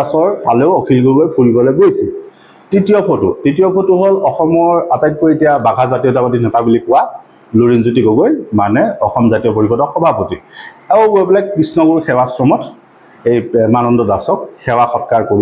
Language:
Assamese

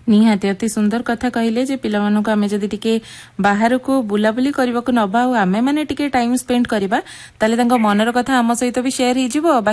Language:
Odia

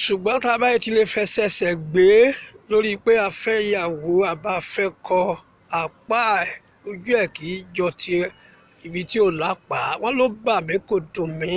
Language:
Yoruba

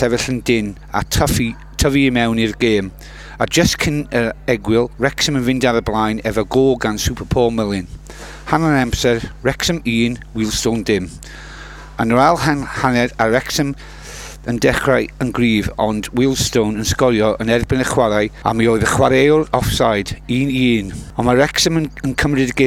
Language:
Welsh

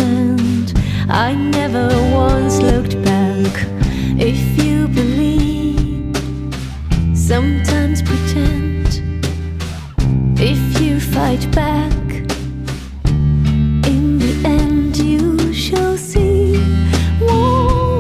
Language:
English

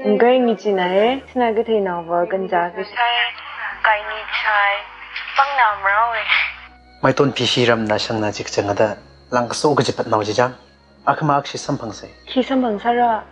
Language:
Tangkhul Naga (India)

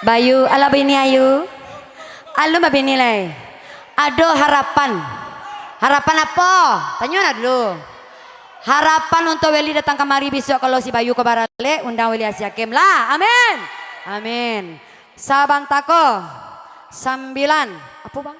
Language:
Minangkabau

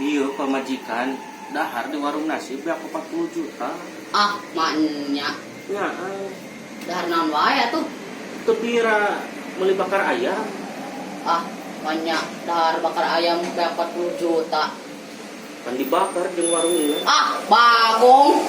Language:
Sundanese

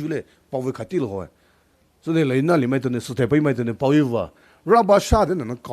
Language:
Poumei Naga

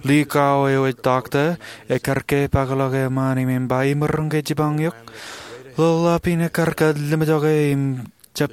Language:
Marshallese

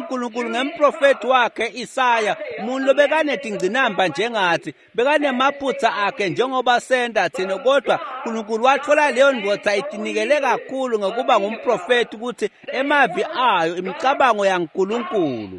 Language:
Swati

